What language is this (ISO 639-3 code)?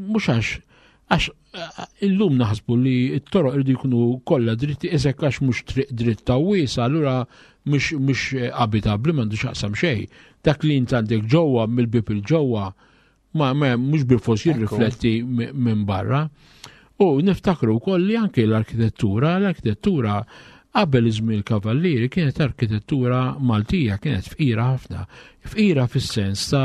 mlt